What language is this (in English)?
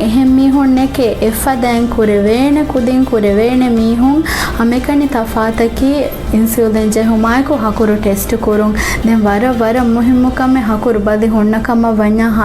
Divehi